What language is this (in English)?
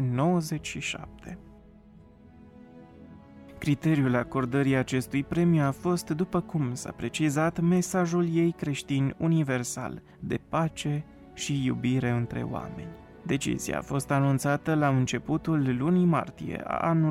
Romanian